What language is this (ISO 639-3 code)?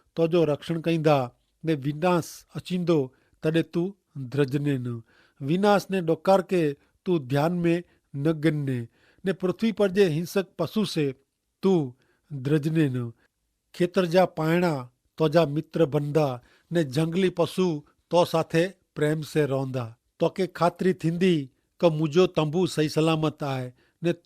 kfr